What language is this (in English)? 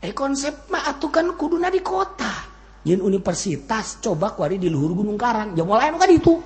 Sundanese